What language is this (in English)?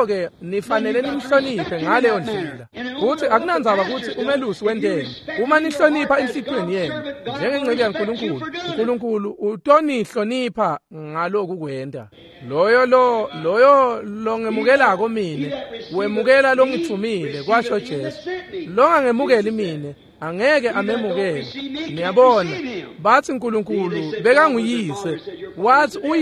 Swati